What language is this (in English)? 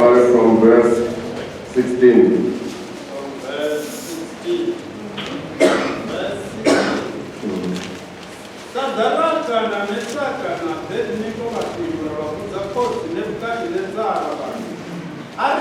Venda